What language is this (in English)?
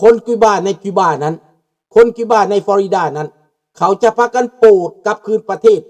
Lao